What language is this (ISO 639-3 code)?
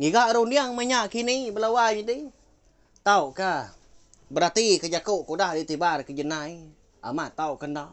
iba